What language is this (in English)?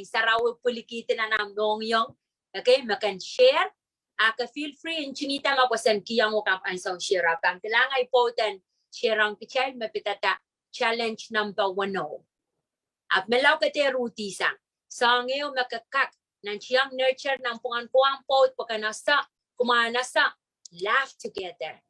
Pohnpeian